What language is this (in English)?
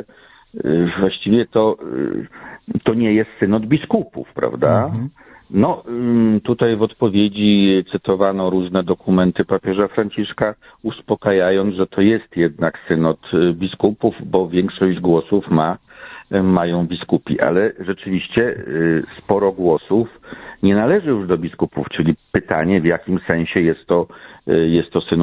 Polish